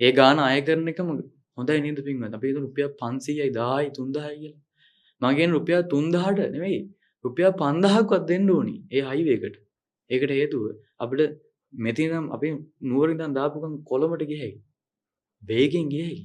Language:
Sinhala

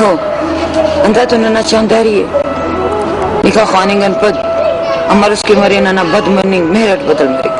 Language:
Brahui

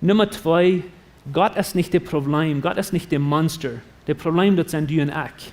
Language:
Plautdietsch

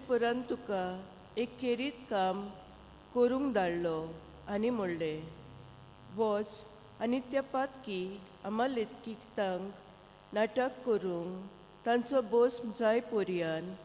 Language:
Konkani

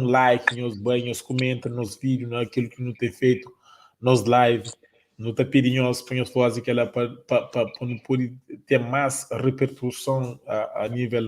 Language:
Kabuverdianu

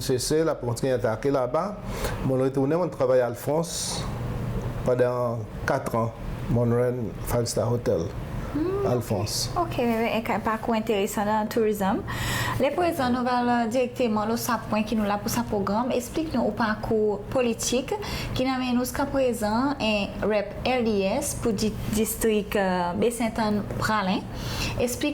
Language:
Seselwa Creole French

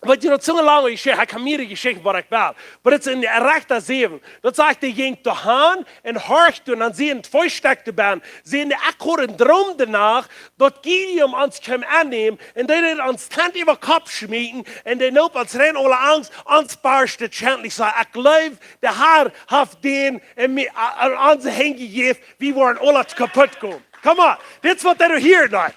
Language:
Plautdietsch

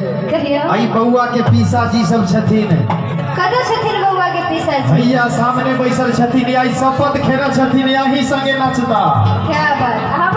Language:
Maithili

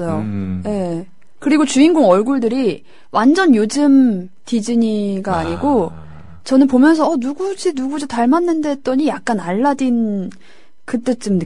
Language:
Korean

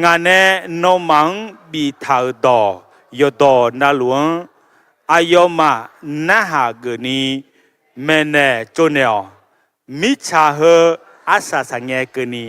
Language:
Akha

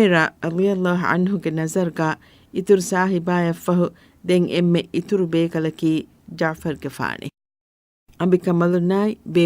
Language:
Divehi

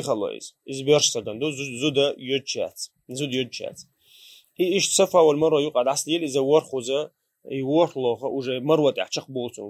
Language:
Chechen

